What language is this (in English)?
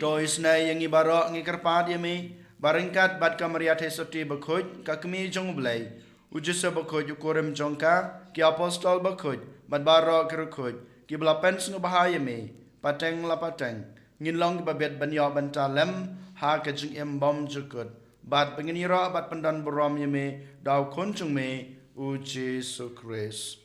Khasi